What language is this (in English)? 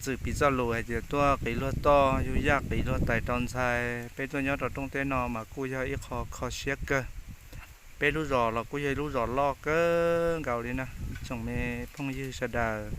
Hmong